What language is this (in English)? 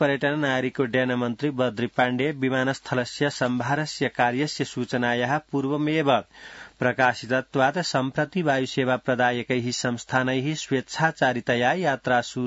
Sanskrit